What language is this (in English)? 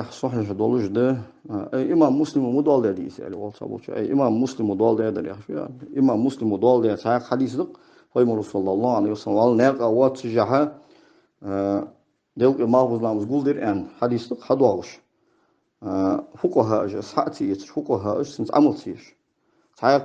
Ingush